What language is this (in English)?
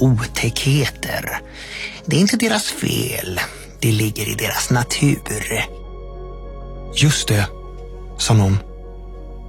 Swedish